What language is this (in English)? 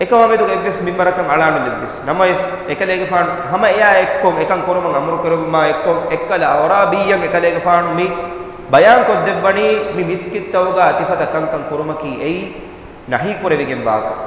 Divehi